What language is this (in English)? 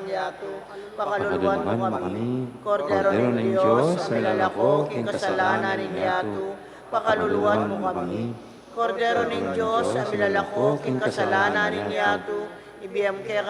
Pampanga